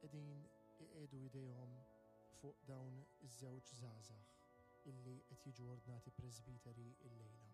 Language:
Maltese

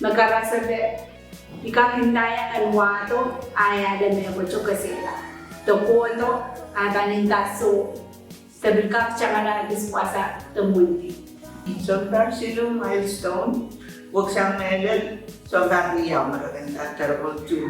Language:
Pohnpeian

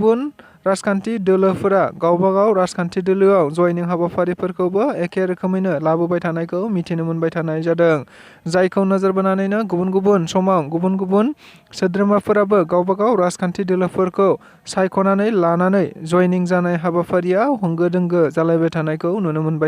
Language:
Bodo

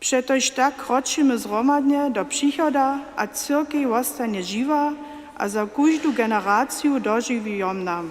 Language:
Upper Sorbian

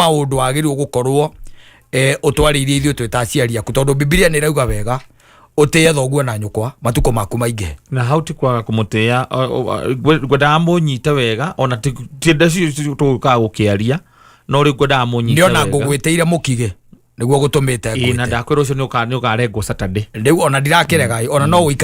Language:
Kikuyu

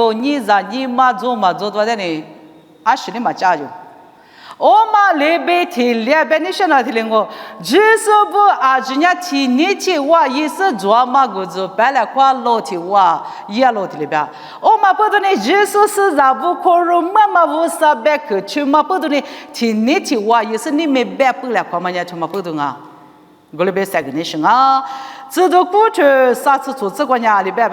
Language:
Lisu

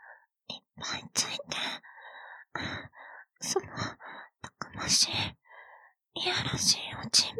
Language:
Japanese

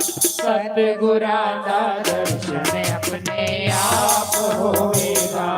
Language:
Dogri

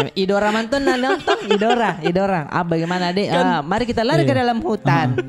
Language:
Makassar Malay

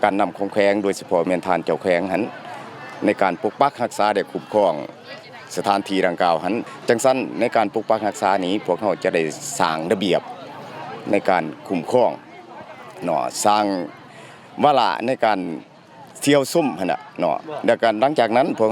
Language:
Lao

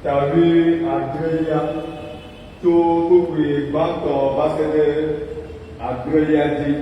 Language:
Ewe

